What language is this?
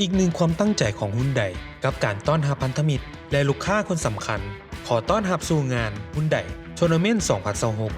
Lao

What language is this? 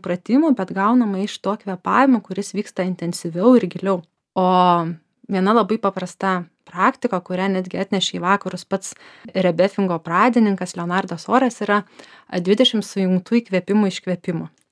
Lithuanian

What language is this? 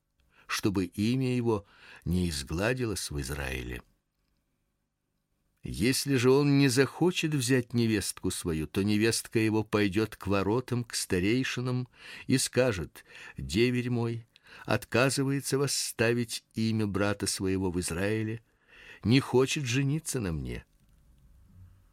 Russian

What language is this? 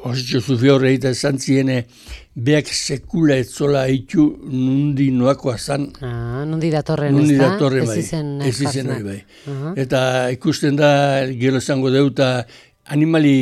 Basque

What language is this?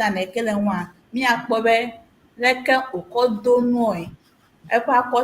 Ewe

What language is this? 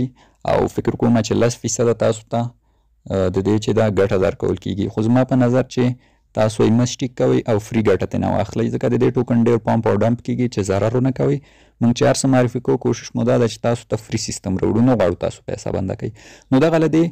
Pashto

